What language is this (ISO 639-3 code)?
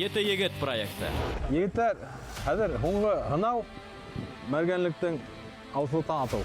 bak